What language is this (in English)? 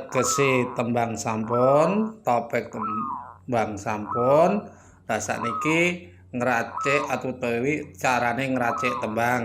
Javanese